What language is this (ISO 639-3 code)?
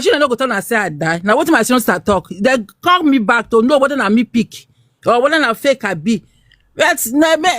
pcm